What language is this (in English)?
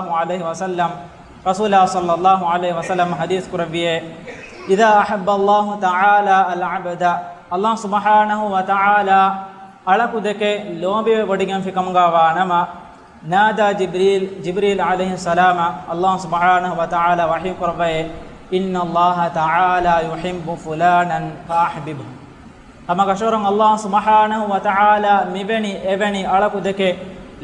Divehi